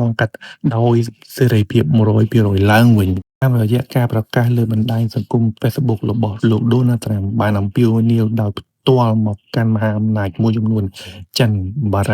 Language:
Khmer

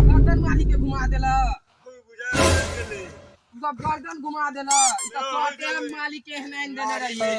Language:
Maithili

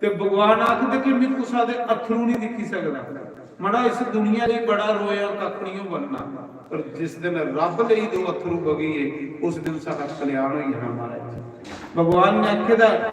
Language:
Dogri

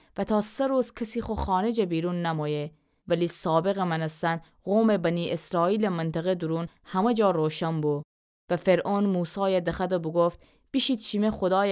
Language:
Gilaki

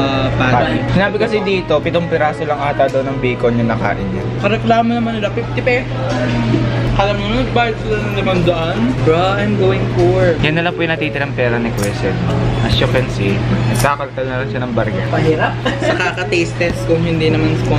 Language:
Filipino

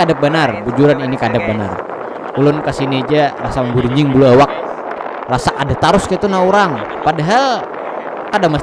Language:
Banjar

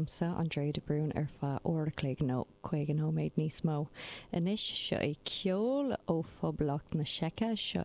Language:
Irish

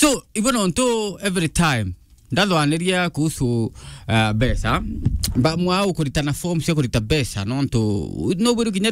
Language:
Meru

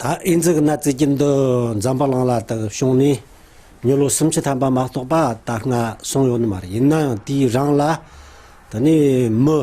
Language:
Tibetan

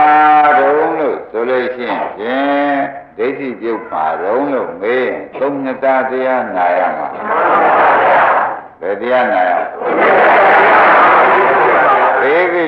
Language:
Burmese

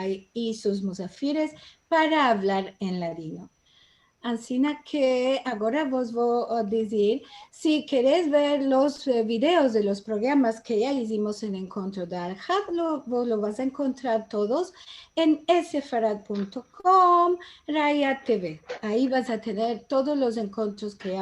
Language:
Ladino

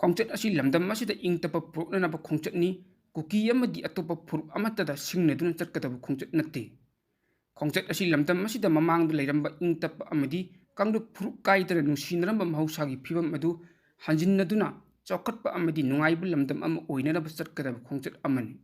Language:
Manipuri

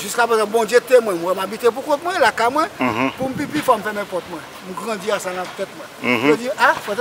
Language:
Haitian Creole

